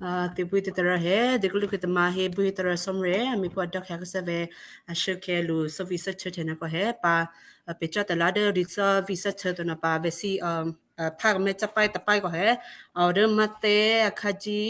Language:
Western Kayah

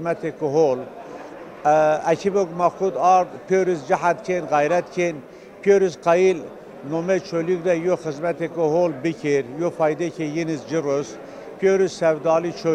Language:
Zaza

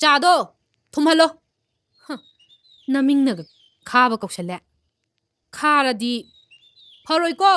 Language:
Manipuri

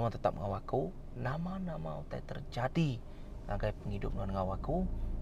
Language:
Iban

